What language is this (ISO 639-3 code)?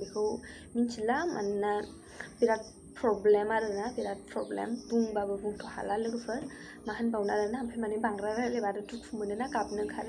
brx